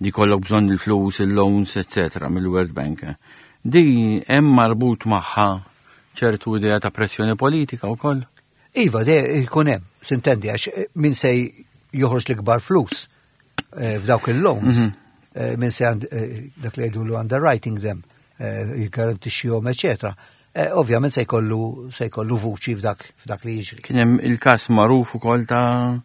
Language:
Maltese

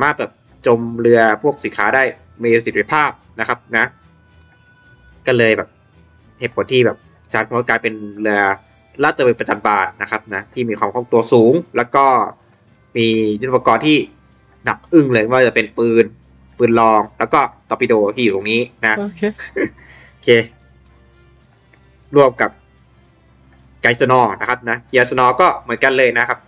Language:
Thai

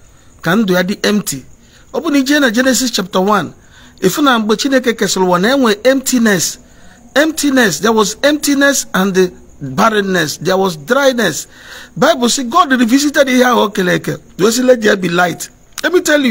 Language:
Igbo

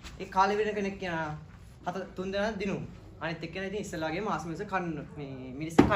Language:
Sinhala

